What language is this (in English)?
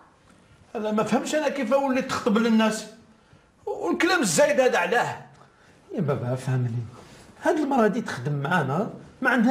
Algerian Arabic